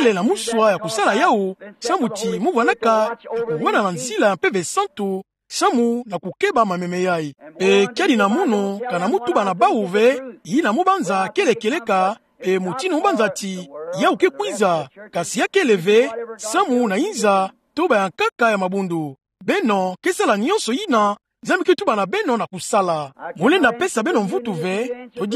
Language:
Kituba (Democratic Republic of Congo)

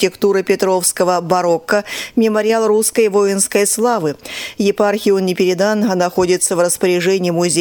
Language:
Russian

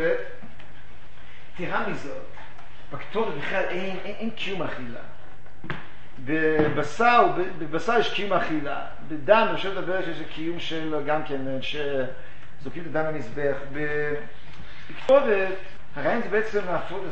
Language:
Hebrew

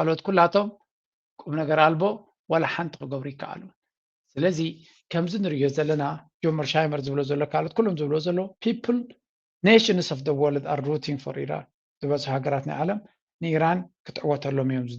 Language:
Tigrinya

